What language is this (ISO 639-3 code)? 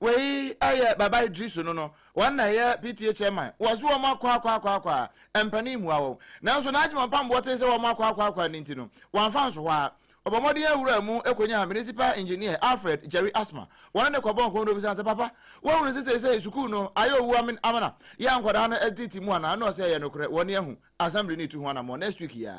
aka